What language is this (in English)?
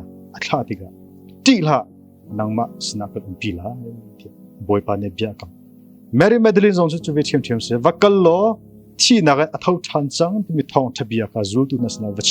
Hakha Chin